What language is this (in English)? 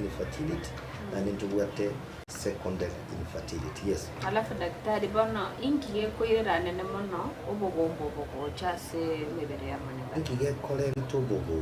Gusii